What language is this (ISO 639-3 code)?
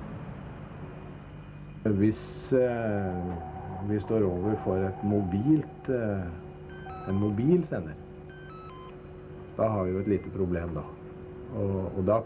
nor